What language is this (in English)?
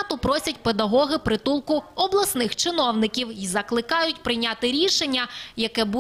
Ukrainian